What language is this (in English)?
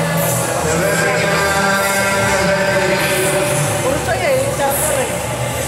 Filipino